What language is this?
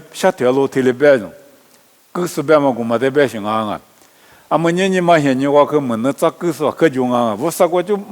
Lisu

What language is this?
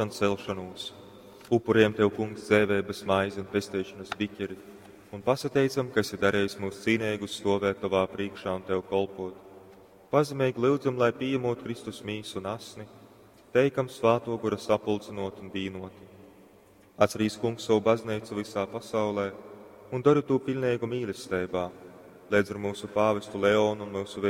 Latgalian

